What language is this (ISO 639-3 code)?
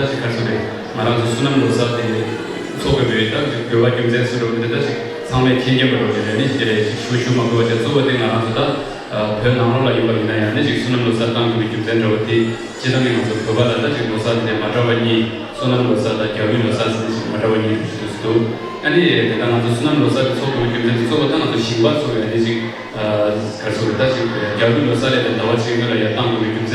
bod